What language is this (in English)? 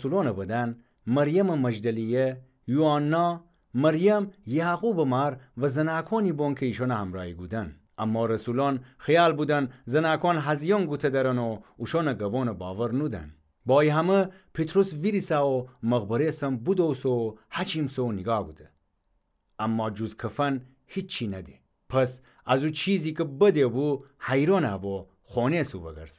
Gilaki